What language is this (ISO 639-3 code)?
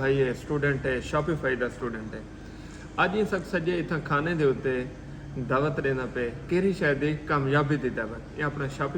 skr